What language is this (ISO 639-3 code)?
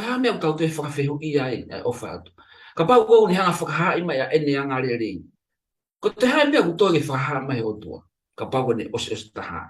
ton